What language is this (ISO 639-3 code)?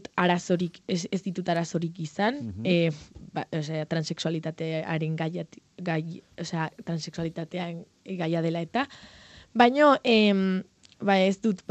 eus